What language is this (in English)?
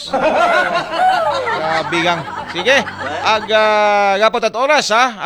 Filipino